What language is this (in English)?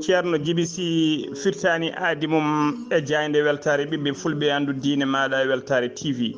Fula